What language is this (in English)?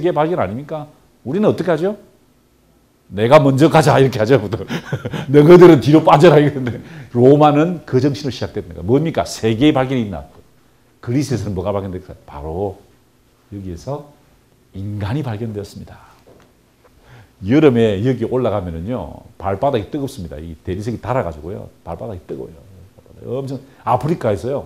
Korean